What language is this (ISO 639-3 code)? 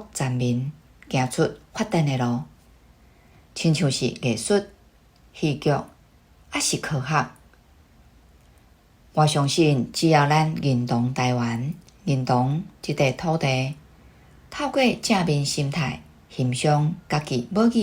nan